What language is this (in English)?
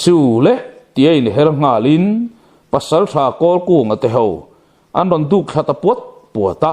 Mizo